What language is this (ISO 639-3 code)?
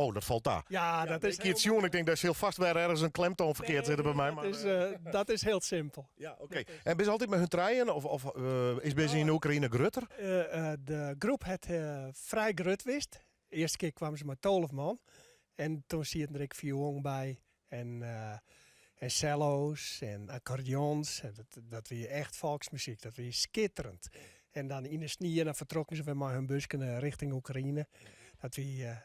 fry